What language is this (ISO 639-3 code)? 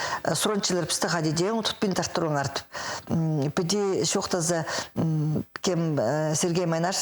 kjh